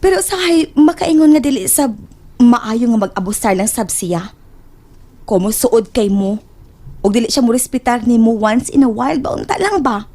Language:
Cebuano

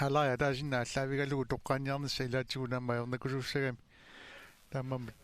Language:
Kalaallisut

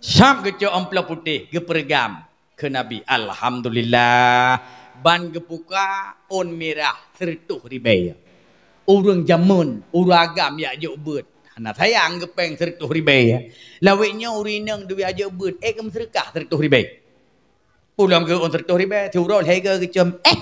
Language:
Achinese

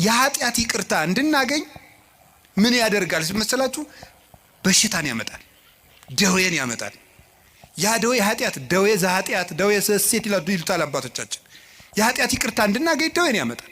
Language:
Amharic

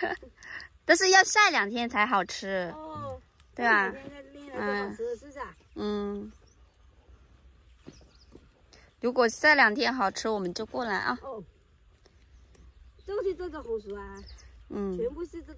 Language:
Chinese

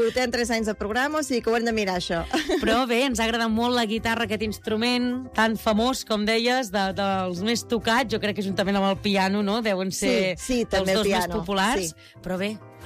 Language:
Catalan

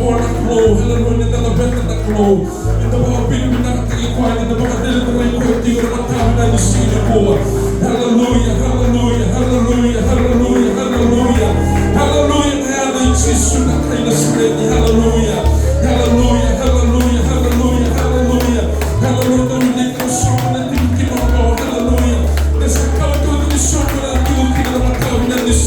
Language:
Fijian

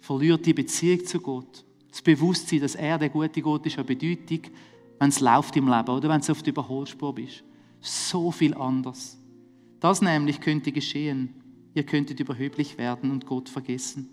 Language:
Swiss German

